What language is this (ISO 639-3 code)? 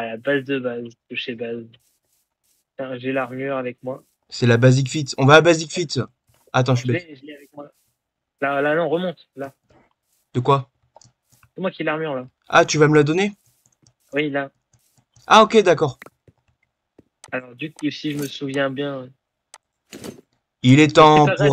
fra